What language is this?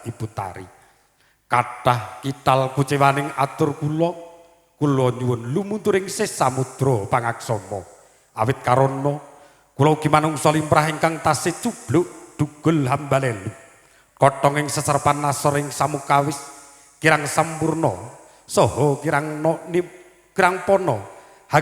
Javanese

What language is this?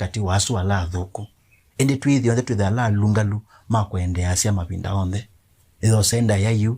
Kamba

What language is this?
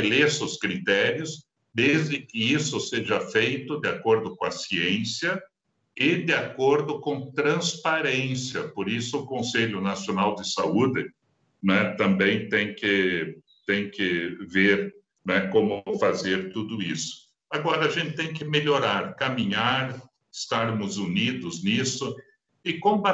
Portuguese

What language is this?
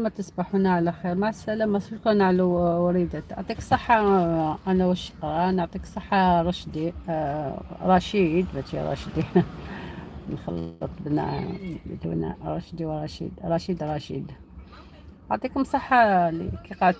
Algerian Arabic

